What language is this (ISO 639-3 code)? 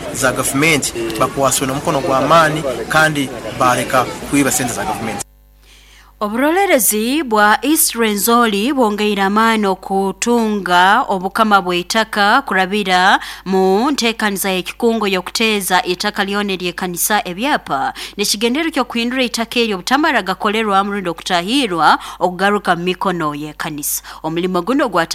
nyo